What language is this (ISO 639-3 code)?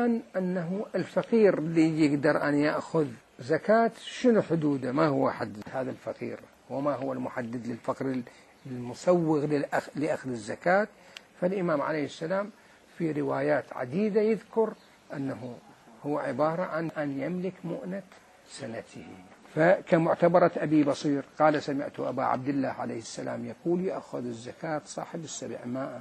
acm